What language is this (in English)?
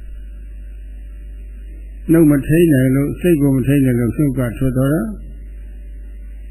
Burmese